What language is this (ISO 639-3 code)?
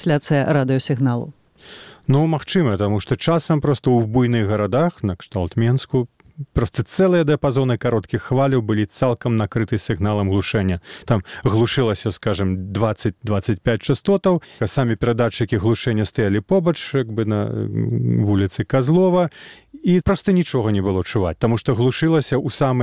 bel